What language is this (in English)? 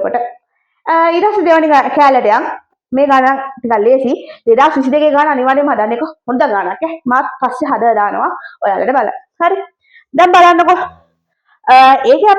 Sinhala